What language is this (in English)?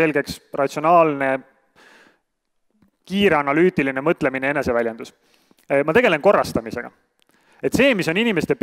Estonian